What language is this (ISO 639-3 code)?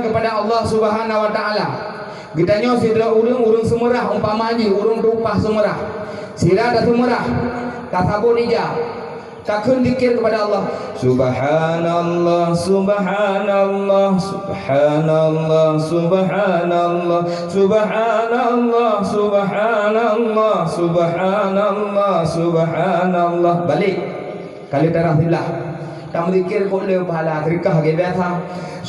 ace